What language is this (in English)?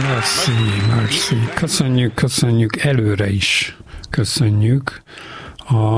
Hungarian